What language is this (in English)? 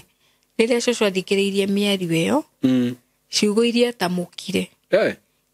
Kikuyu